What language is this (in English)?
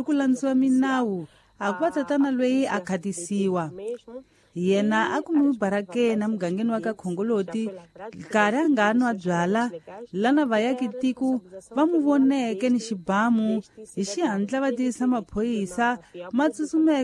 Tsonga